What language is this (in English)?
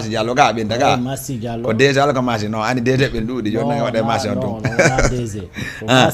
Fula